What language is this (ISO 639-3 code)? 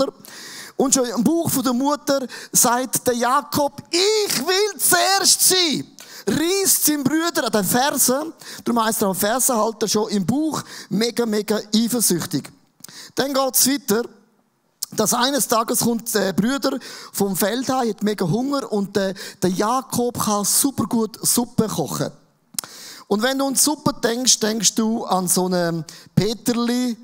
gsw